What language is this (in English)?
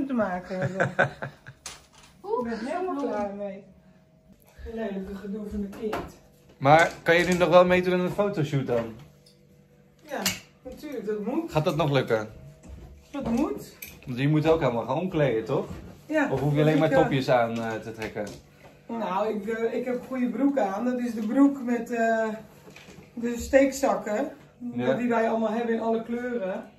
Dutch